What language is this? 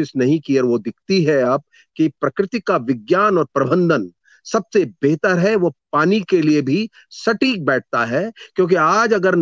Hindi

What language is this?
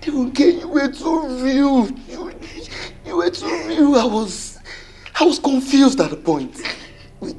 Yoruba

